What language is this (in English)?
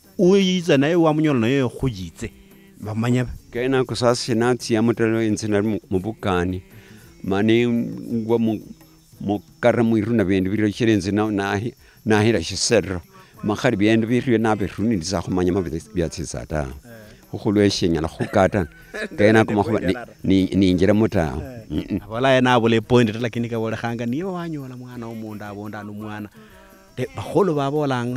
Luyia